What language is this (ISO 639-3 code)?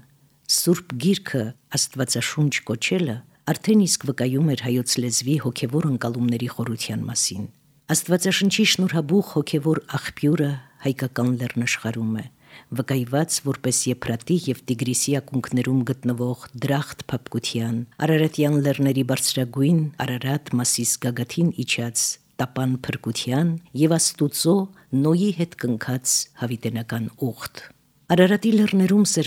hye